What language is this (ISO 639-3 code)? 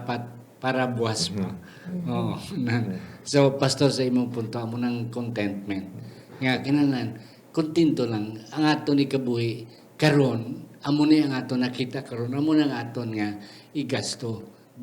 hil